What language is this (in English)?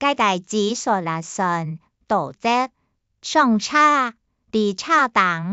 Hakka Chinese